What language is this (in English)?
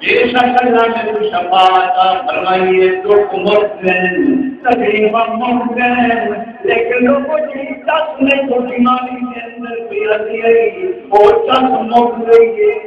Saraiki